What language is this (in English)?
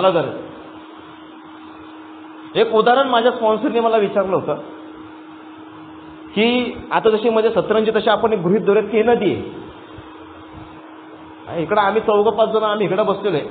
Marathi